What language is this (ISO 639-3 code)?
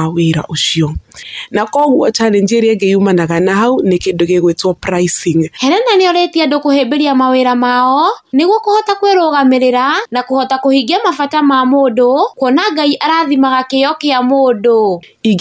kik